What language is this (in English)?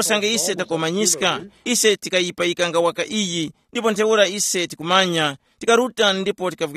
Tumbuka